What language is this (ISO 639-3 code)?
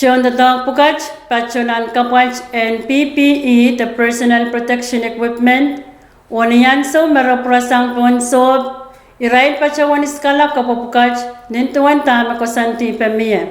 pon